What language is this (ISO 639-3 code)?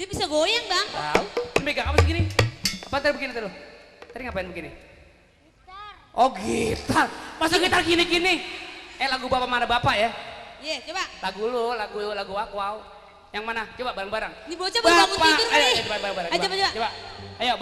bew